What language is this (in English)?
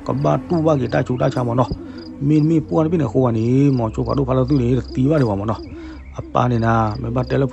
S'gaw Karen